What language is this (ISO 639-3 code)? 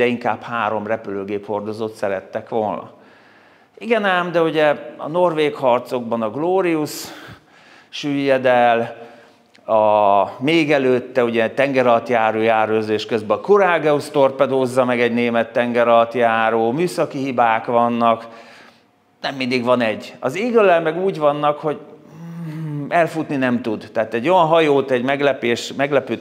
hun